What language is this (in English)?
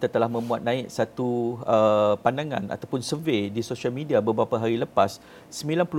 Malay